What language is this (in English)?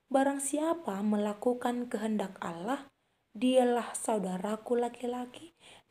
Batak Simalungun